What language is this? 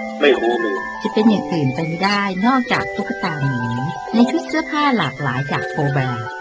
Thai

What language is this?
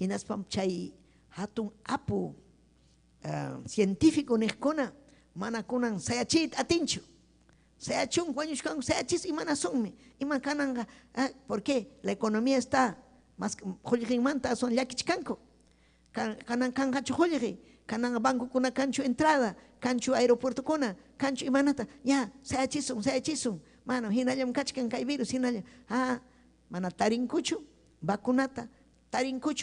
Ayacucho Quechua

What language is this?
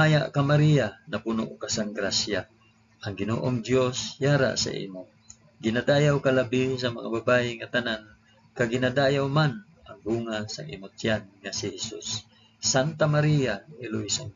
Hiligaynon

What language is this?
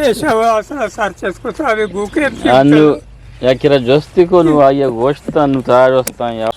Eastern Balochi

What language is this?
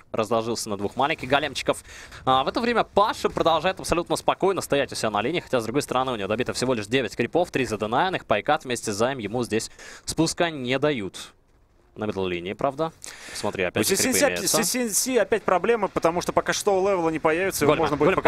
Russian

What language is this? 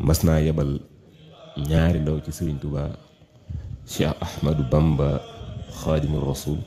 Wolof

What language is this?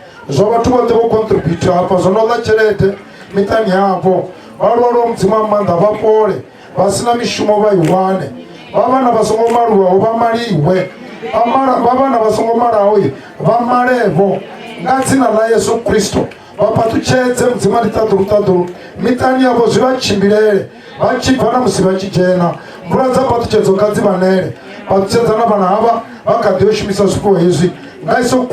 Venda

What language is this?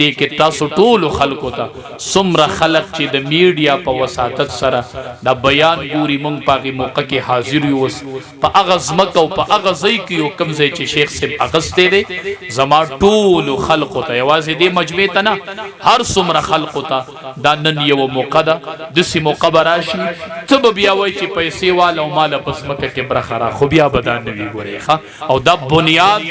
Pashto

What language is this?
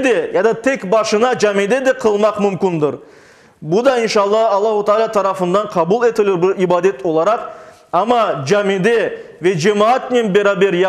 Crimean Tatar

